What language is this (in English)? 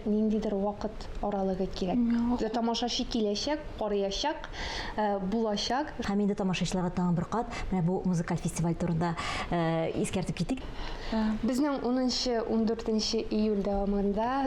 Tatar